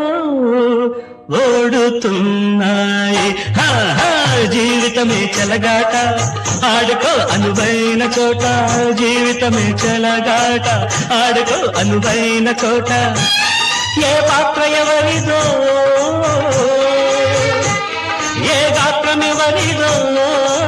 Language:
Telugu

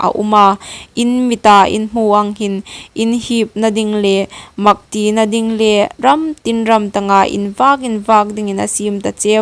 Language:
Hmar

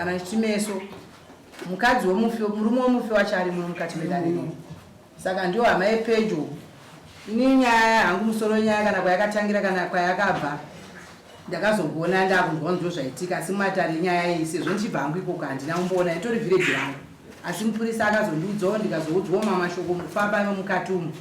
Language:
Shona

